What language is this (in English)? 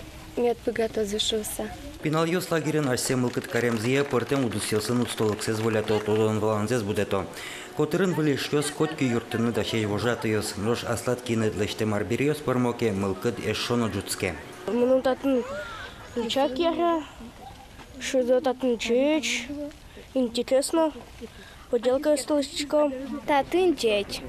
Udmurt